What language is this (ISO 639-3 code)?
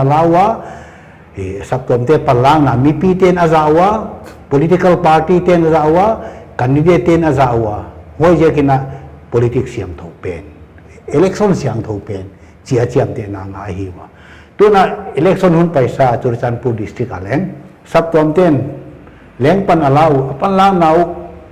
pck